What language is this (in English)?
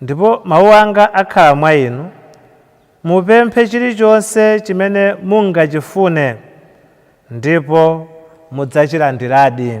Nyanja